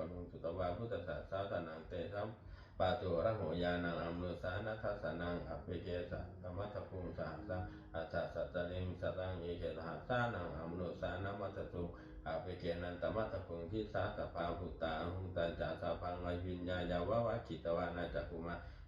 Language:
Pali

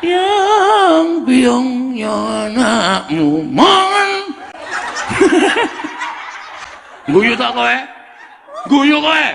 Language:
Javanese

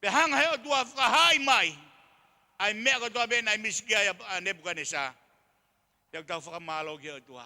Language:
Tongan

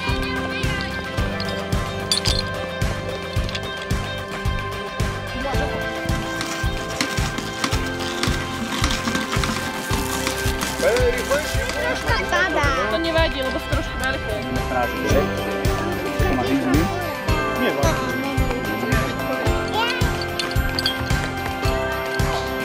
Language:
Slovak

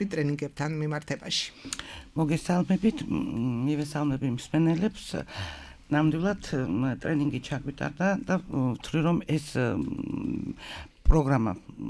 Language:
Georgian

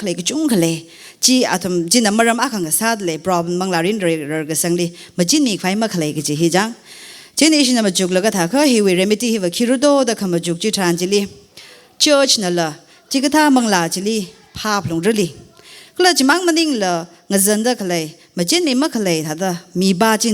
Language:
Tangkhul Naga (India)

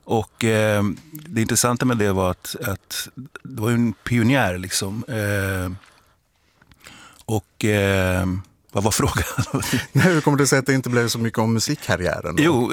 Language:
Swedish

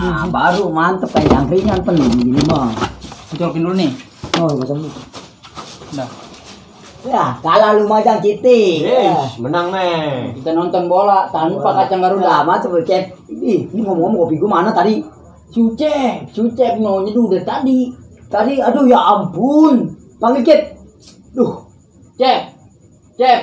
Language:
Betawi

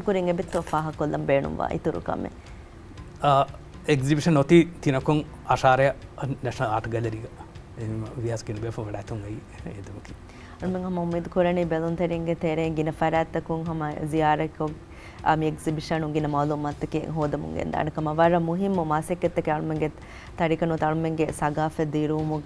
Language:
Divehi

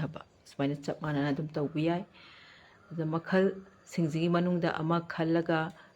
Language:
Manipuri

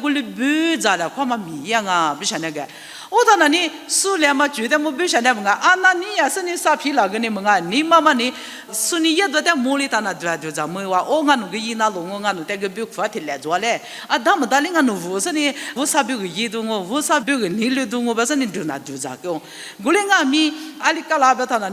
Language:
Lisu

